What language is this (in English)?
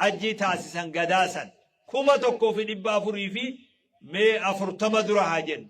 Oromo